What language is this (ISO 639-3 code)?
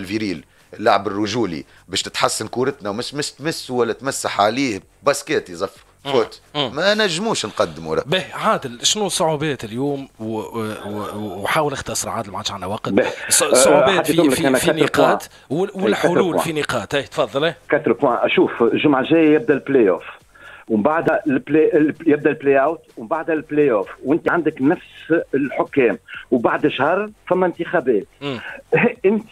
aeb